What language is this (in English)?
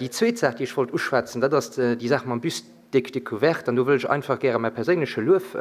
Luxembourgish